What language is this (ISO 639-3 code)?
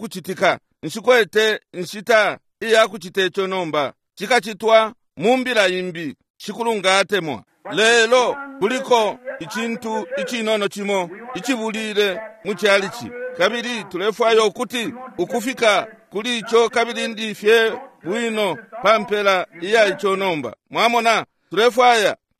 bem